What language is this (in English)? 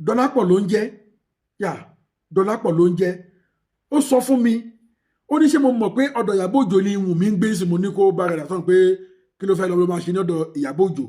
Yoruba